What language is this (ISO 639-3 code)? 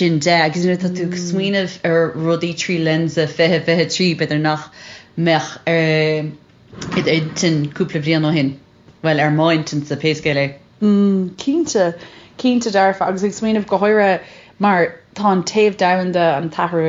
gle